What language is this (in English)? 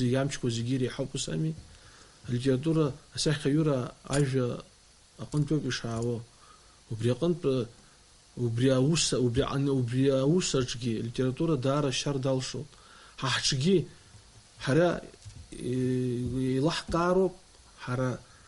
Abkhazian